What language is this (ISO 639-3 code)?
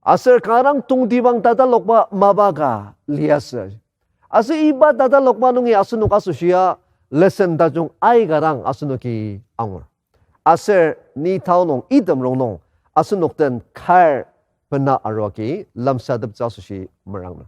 njo